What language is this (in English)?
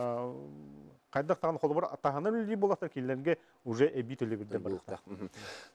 Yakut